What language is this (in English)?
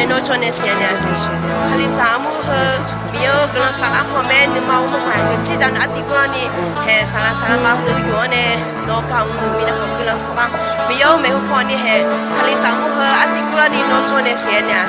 Akha